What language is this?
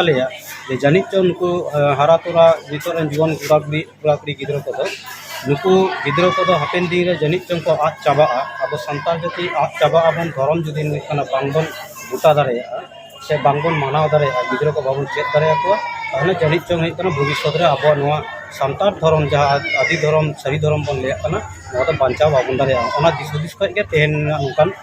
Santali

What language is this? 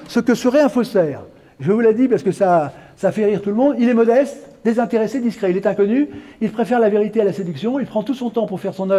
French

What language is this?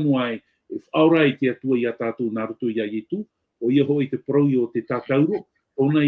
Tahitian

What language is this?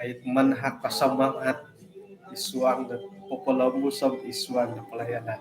Central Dusun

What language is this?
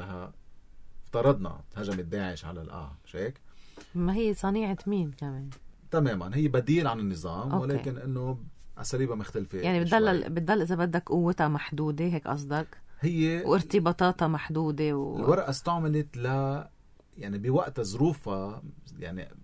North Levantine Arabic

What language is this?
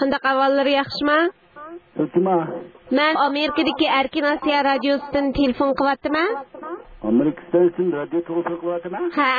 Uyghur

